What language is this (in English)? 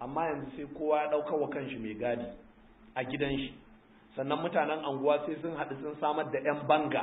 Hausa